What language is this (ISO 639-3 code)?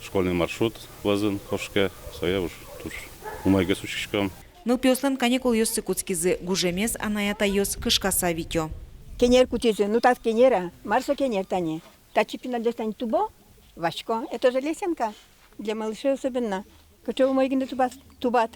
udm